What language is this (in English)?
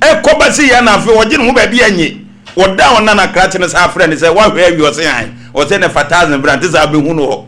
Akan